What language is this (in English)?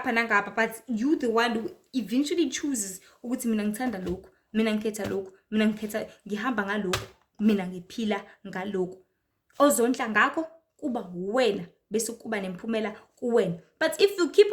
Zulu